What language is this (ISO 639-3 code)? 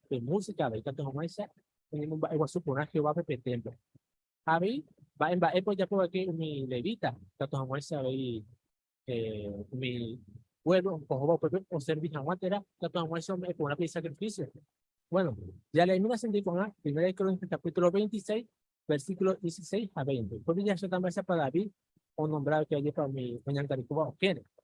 grn